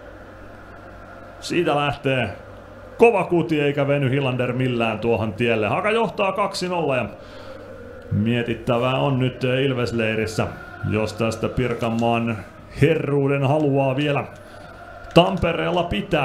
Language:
Finnish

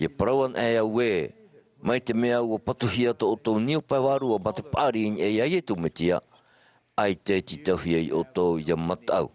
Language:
Tahitian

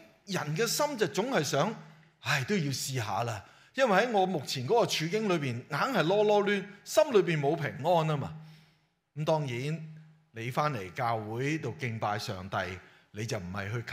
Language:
Cantonese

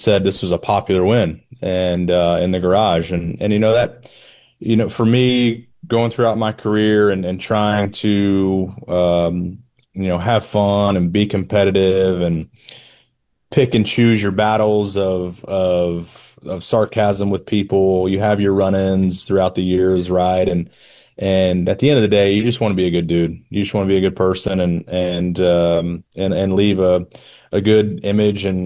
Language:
English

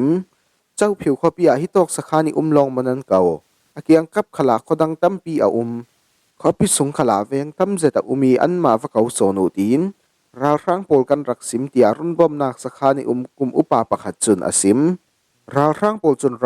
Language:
Falam Chin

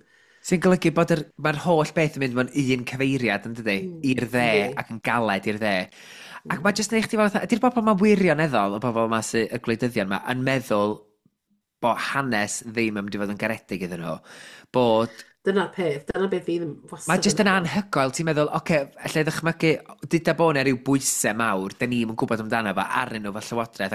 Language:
Welsh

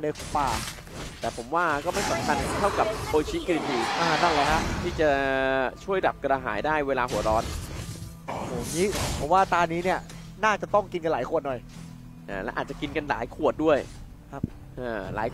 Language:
Thai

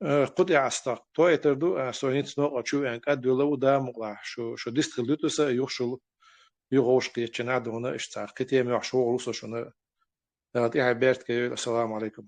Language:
Chechen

